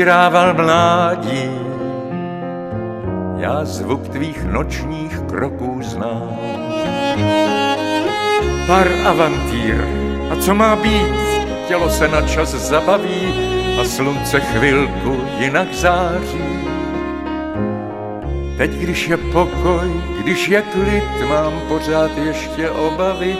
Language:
Czech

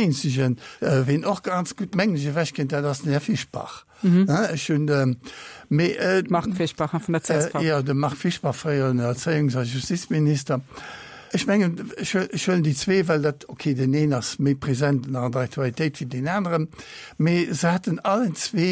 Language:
Luxembourgish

